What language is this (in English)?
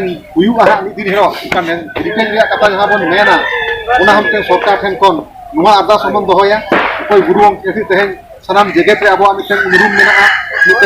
Santali